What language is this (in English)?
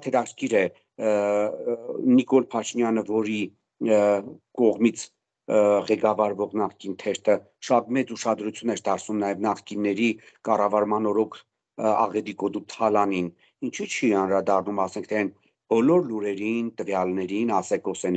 Armenian